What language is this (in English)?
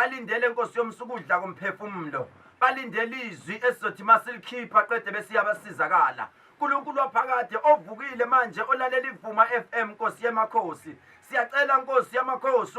Zulu